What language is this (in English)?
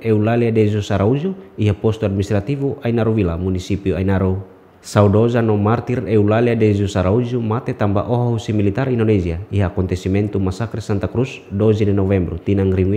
Tetum